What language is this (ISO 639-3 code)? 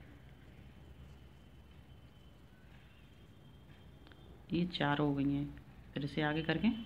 hin